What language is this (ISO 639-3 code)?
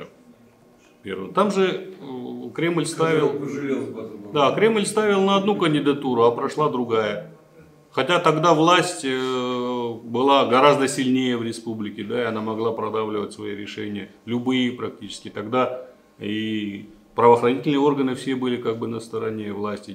rus